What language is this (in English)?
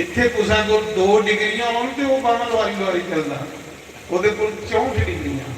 Dogri